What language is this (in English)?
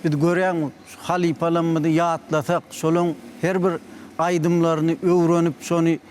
Turkmen